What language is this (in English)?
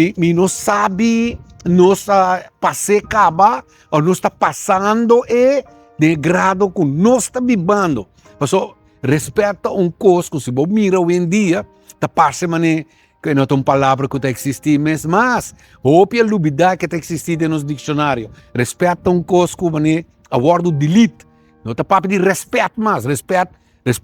Papiamento